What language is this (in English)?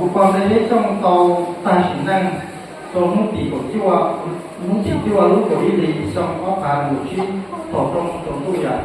Hmong